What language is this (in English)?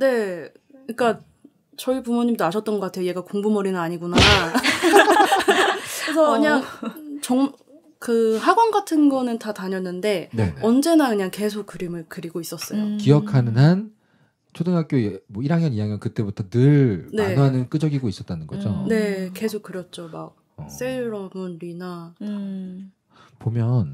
Korean